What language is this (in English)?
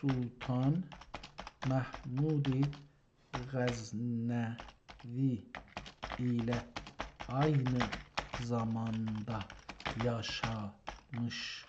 South Azerbaijani